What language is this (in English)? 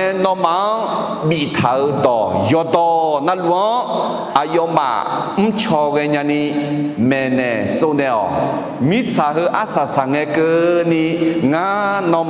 Akha